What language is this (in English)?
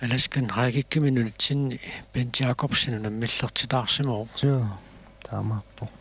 Kalaallisut